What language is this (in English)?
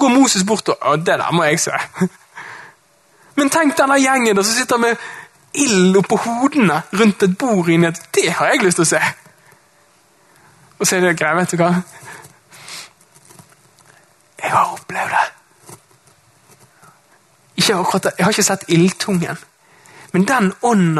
Norwegian